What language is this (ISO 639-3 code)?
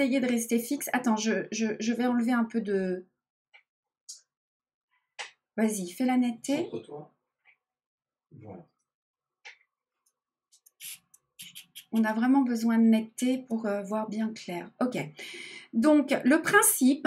fra